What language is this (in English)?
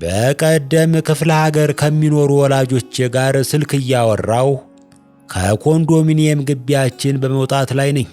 Amharic